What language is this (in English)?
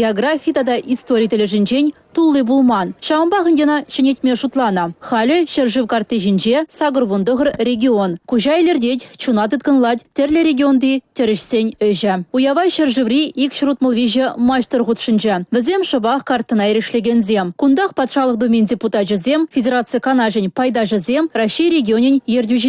Chuvash